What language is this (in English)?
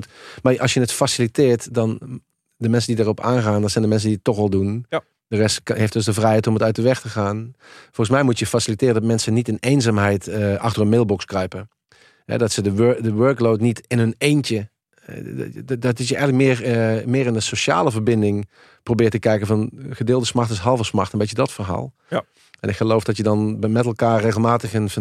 Dutch